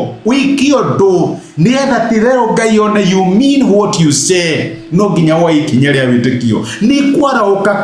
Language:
Kikuyu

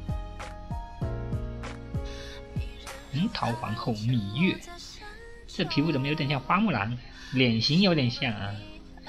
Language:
Chinese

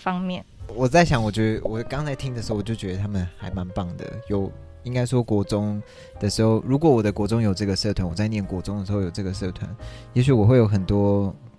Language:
Chinese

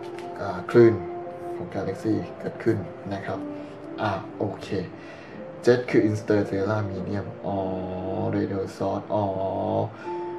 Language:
Thai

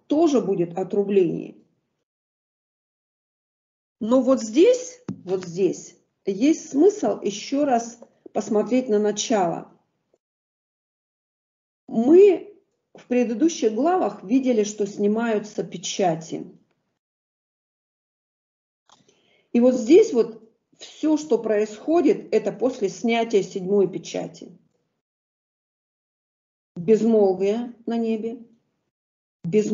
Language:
Russian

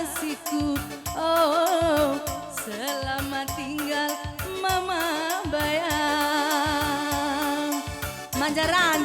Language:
Batak Karo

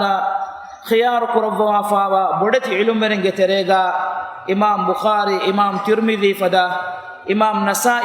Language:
Divehi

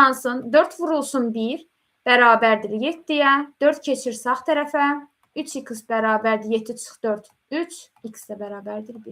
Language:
Azerbaijani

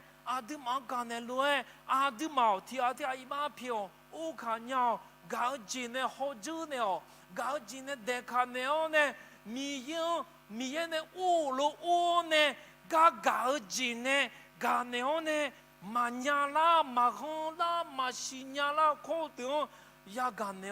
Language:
Akha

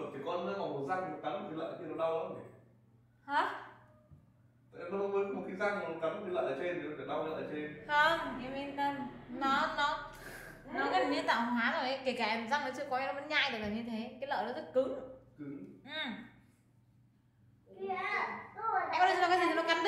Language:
Vietnamese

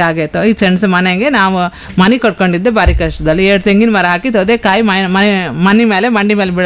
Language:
Kannada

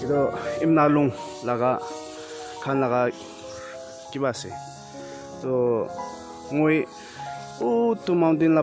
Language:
Naga Pidgin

